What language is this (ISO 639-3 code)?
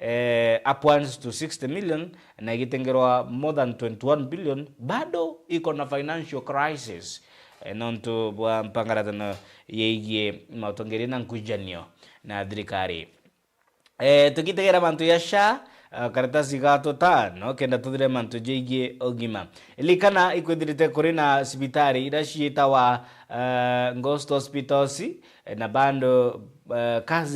mer